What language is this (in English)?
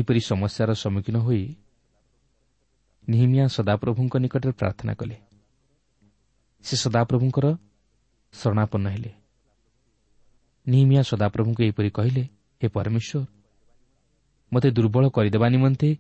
Odia